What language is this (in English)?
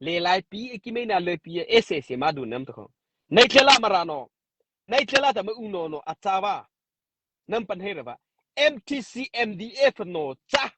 Mara Chin